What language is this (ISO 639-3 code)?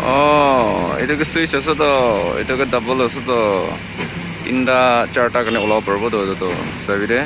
nag